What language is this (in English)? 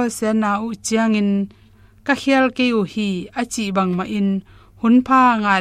Tedim Chin